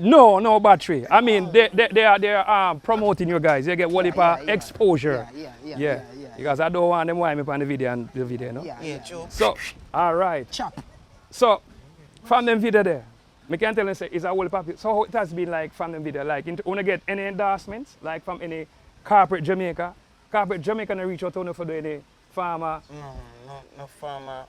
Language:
Jamaican Creole English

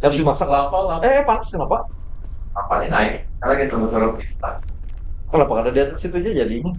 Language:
Banjar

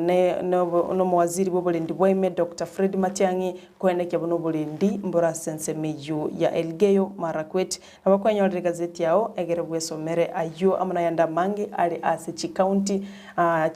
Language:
Gusii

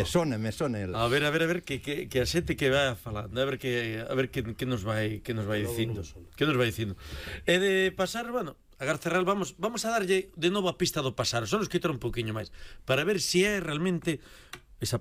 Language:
Galician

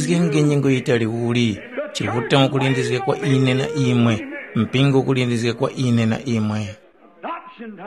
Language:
Tumbuka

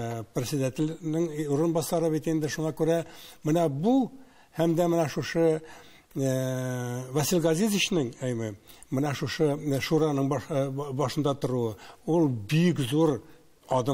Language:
Tatar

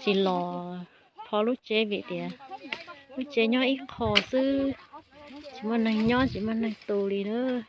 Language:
Hmong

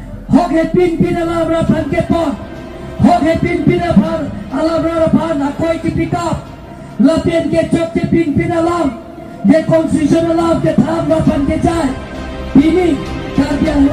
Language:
Karbi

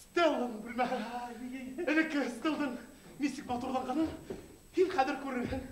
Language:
Bashkir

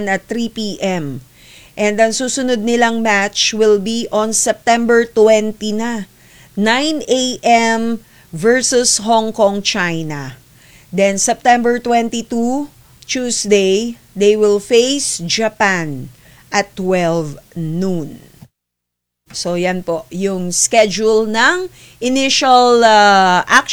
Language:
Filipino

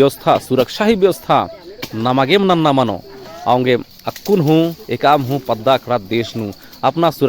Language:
Kurukh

